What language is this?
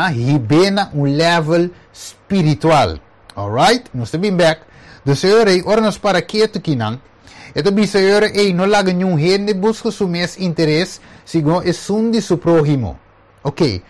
Papiamento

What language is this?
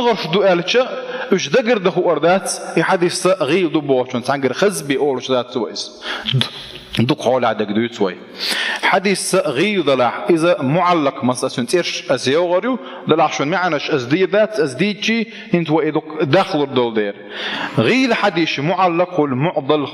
Chechen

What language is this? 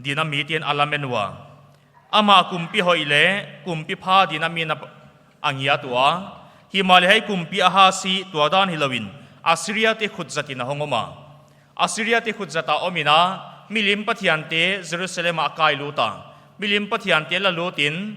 Paite Chin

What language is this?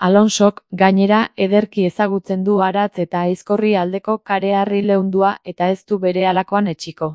Basque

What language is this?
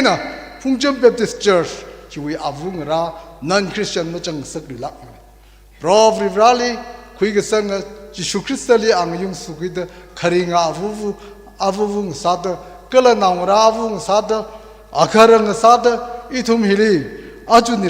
Tangkhul Naga (India)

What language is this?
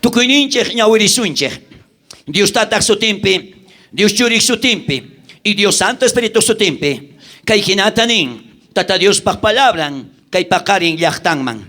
South Bolivian Quechua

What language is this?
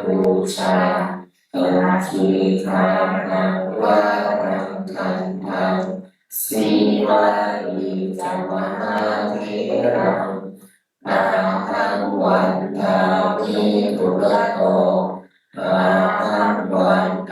Pali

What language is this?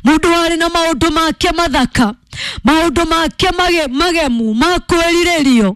Kikuyu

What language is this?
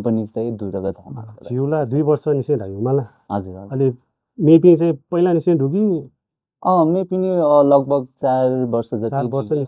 Newari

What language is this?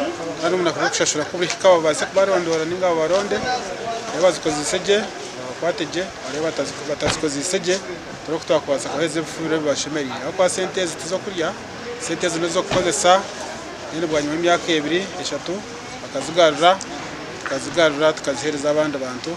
Nyankole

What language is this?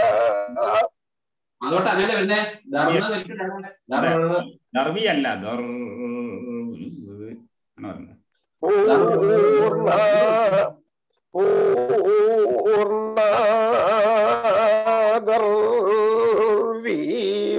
Malayalam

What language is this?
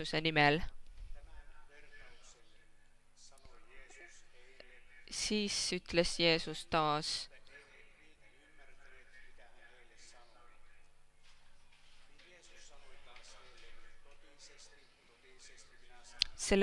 Estonian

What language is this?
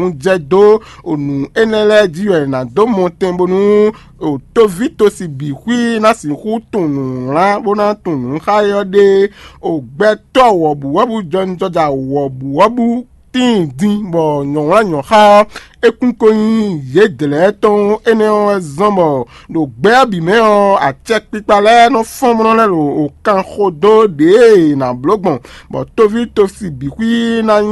Fon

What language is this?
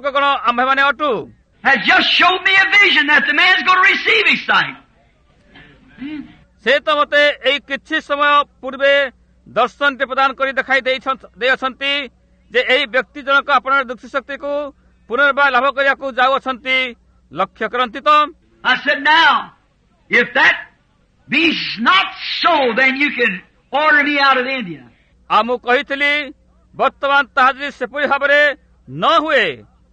Odia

